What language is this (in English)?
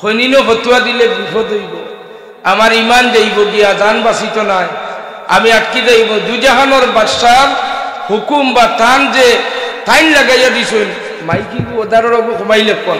Sylheti